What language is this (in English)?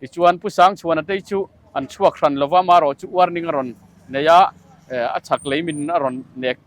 Mizo